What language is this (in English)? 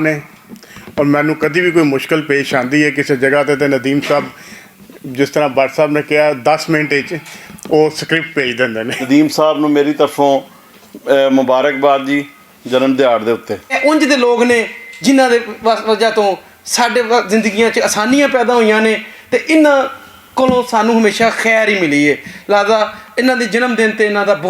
Western Panjabi